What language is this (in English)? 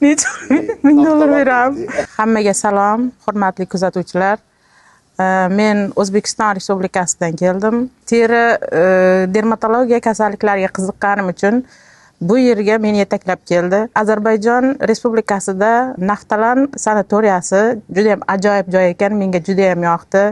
Uzbek